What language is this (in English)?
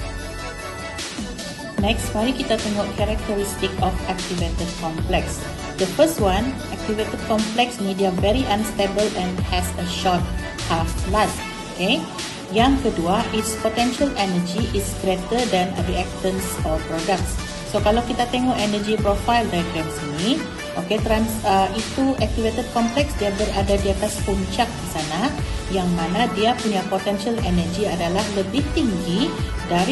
Malay